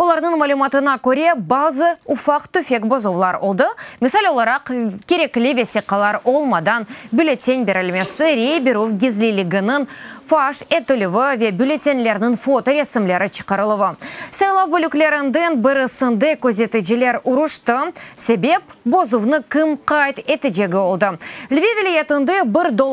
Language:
Crimean Tatar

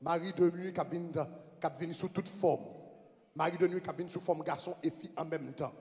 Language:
Haitian Creole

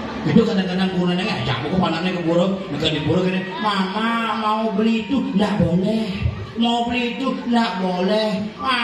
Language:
Balinese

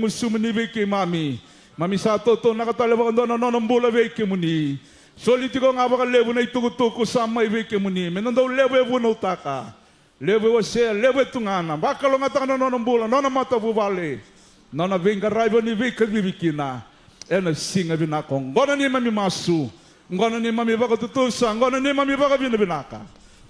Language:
Fijian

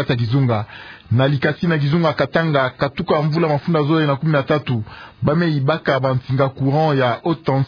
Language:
Kituba (Democratic Republic of Congo)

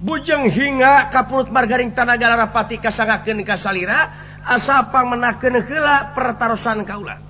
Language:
Sundanese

